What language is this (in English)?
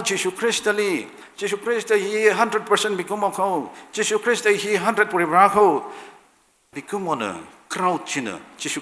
Tangkhul Naga (India)